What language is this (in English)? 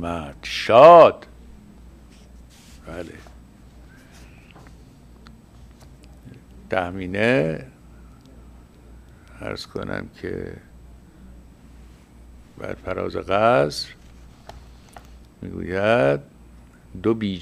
Persian